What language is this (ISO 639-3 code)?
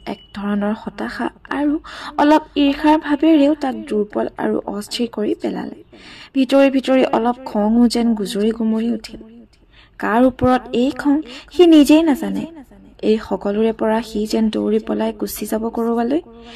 asm